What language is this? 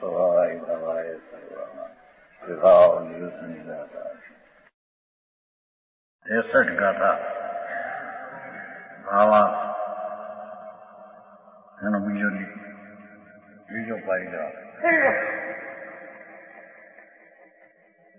Gujarati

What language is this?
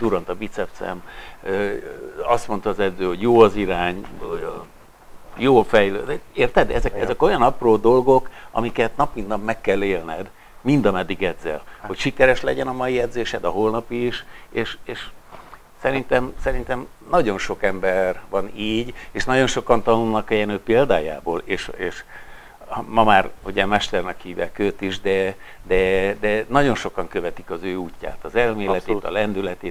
Hungarian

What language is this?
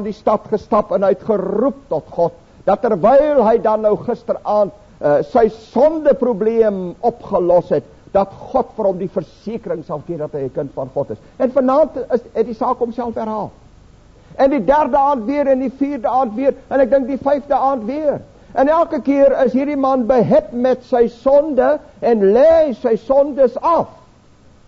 Afrikaans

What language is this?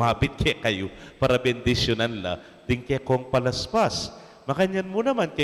Pampanga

